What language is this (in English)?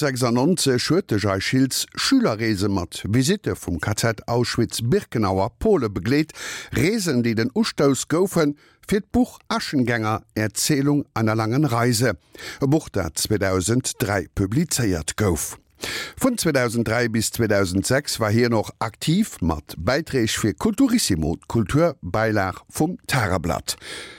Luxembourgish